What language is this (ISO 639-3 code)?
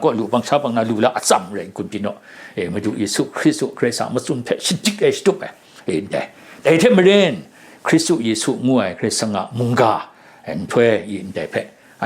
kac